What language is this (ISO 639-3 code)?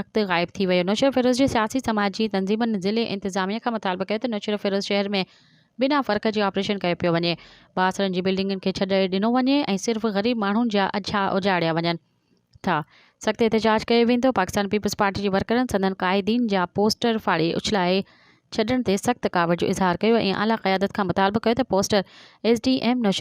snd